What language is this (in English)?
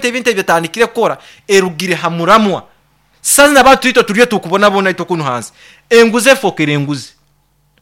Nyankole